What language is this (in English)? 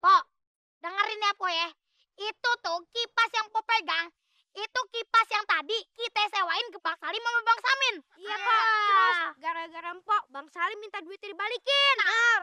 Betawi